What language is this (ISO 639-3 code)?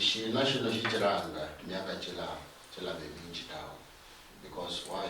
luy